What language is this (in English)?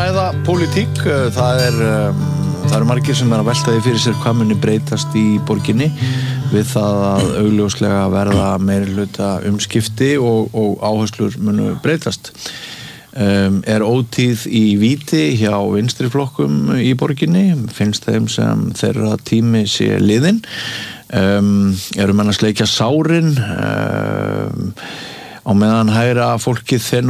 Icelandic